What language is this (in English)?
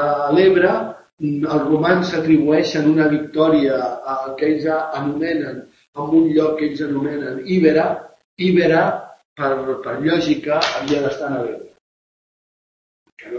Catalan